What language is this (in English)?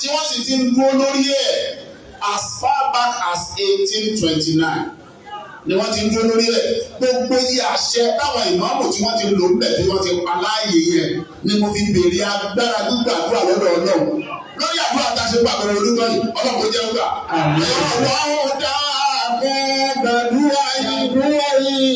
Yoruba